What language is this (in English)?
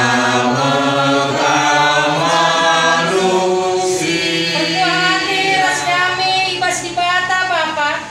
Batak Karo